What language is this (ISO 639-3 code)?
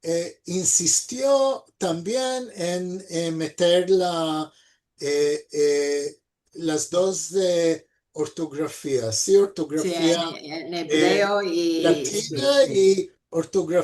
lad